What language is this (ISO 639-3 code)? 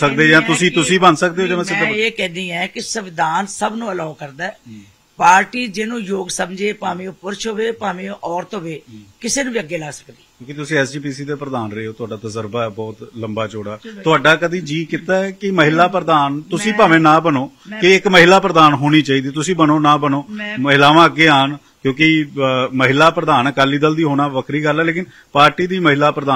pan